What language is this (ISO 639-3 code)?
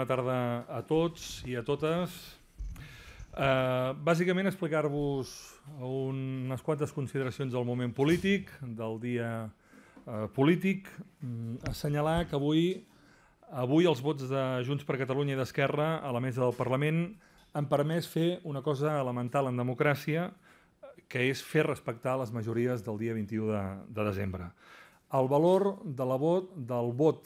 cat